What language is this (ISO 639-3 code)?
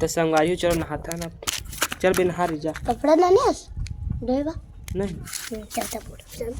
hne